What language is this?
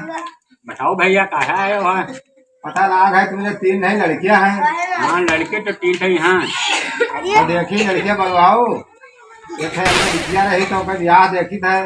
Awadhi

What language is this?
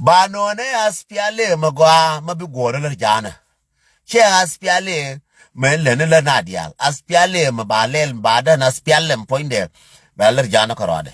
Nuer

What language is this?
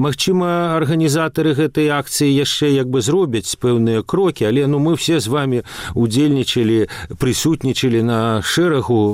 Belarusian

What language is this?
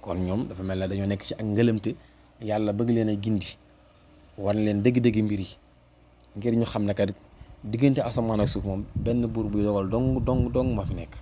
Wolof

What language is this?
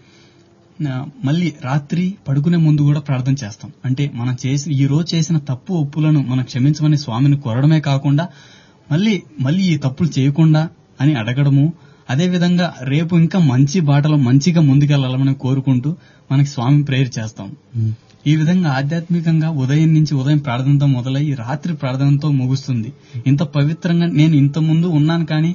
Telugu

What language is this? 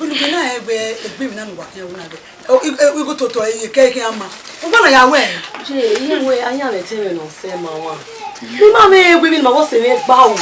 Bini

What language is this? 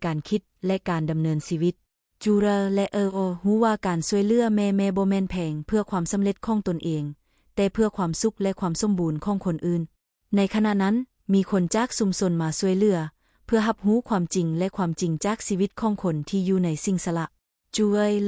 Lao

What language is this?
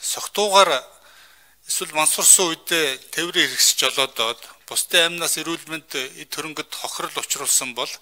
Mongolian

